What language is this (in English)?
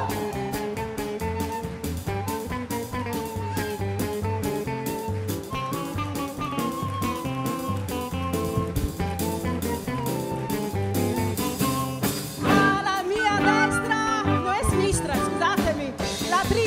Italian